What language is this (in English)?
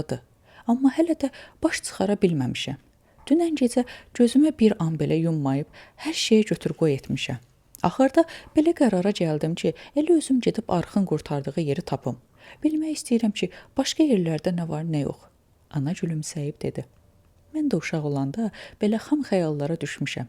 Azerbaijani